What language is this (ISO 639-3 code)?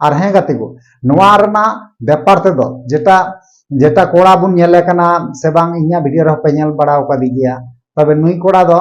sat